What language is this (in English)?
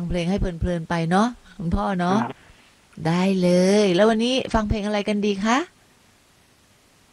Thai